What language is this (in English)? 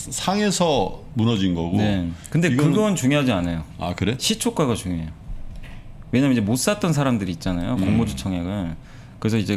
Korean